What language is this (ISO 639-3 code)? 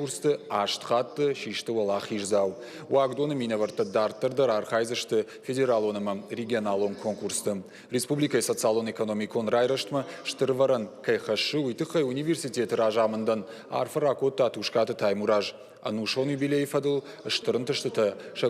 oss